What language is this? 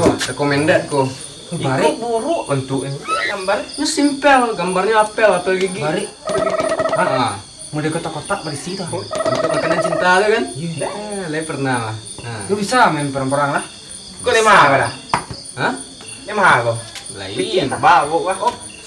Minangkabau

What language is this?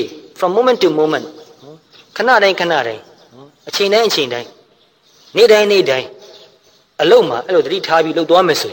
Burmese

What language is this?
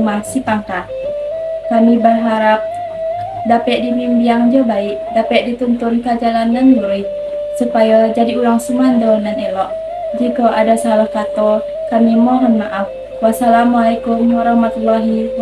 Minangkabau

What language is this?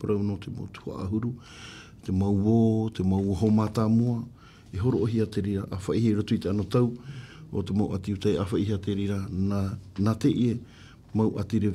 Tahitian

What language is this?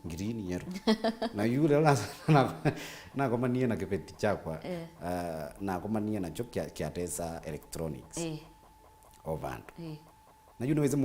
Kamba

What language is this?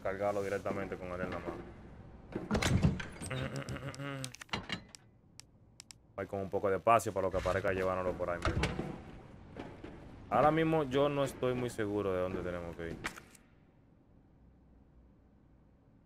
Spanish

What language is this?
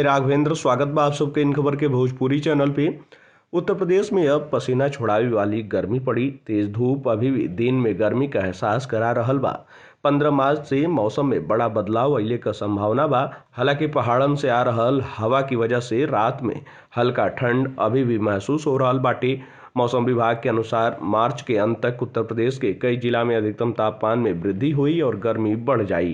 Bhojpuri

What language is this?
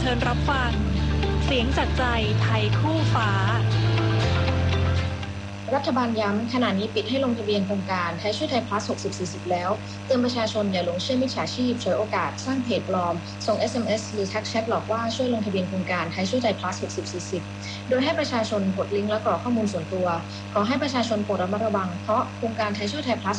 Thai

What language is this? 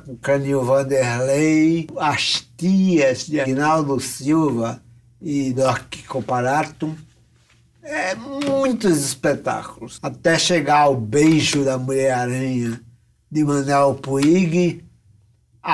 Portuguese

